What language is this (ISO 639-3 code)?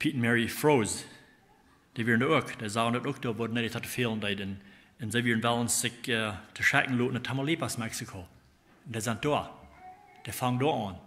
pdt